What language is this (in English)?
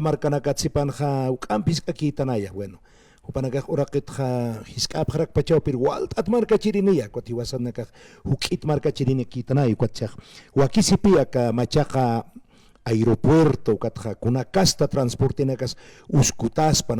Aymara